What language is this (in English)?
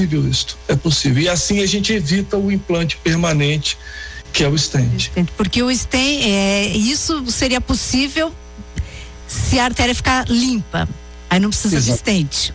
Portuguese